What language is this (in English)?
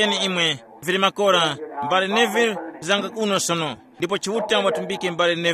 Tumbuka